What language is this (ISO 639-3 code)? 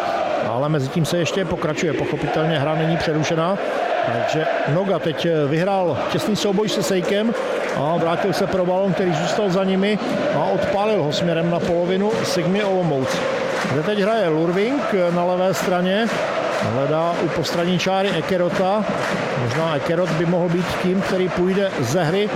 ces